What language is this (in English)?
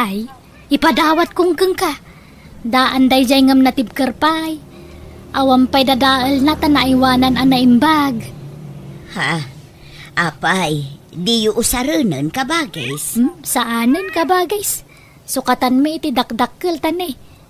Iloko